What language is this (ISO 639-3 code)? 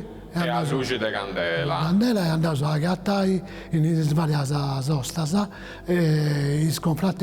srd